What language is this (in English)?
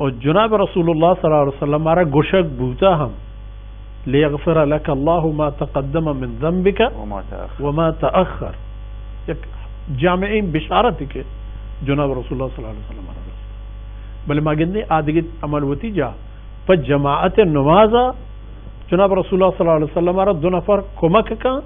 Baluchi